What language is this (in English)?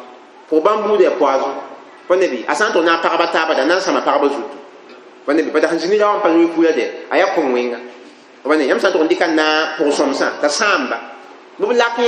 Mossi